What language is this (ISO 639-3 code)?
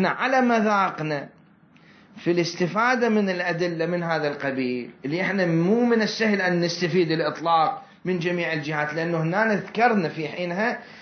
acm